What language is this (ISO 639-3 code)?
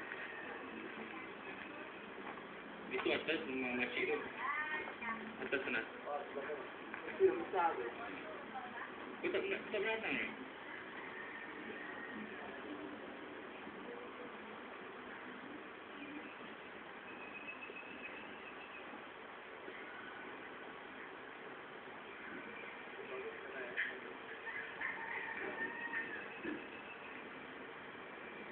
msa